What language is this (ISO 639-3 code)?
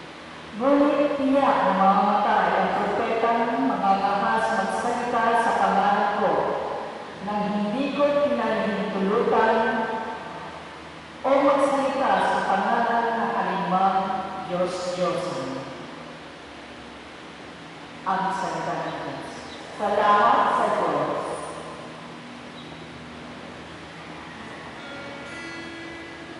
fil